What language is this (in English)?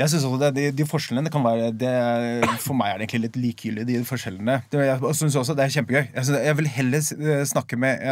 Norwegian